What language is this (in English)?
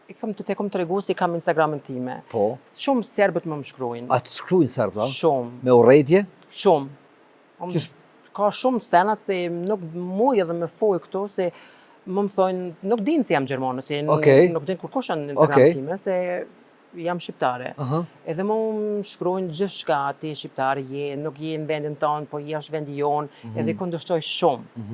Albanian